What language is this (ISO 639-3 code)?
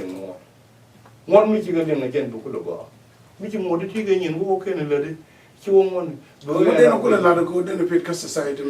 nus